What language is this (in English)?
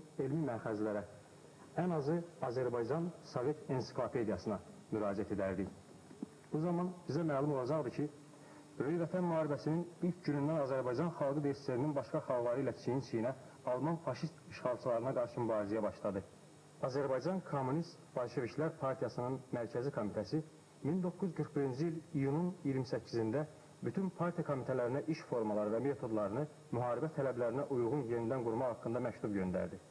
Azerbaijani